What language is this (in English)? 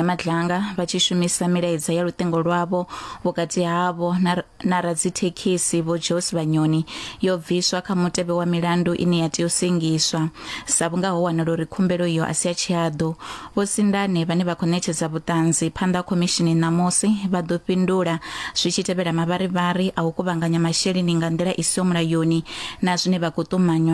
Venda